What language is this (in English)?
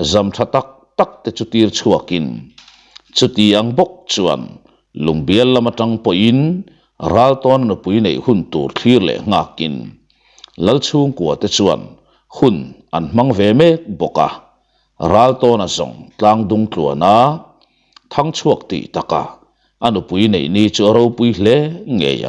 Mizo